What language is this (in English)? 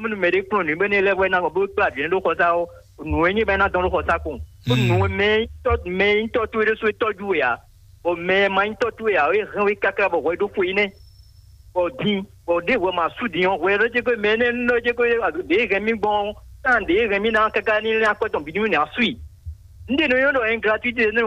Fon